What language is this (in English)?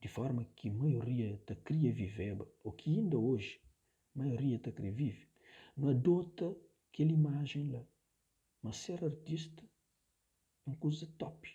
Kabuverdianu